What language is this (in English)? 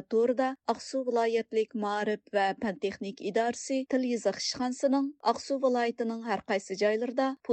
Uyghur